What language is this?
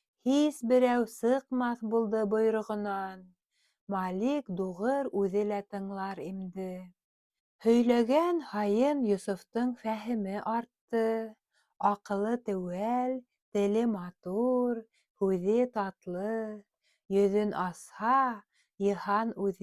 Bashkir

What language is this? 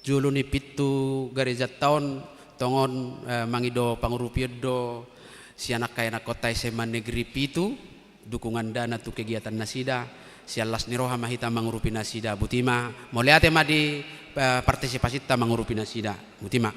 Batak Toba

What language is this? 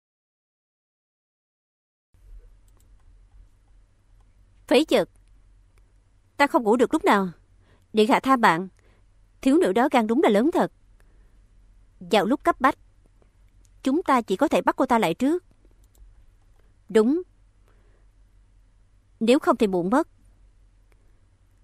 Vietnamese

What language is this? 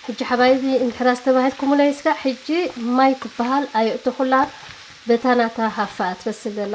Tigrinya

